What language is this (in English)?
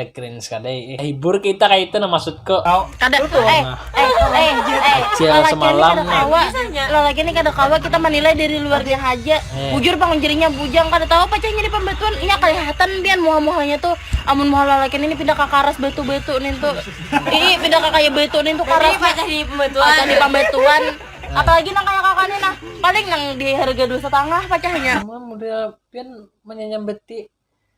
Banjar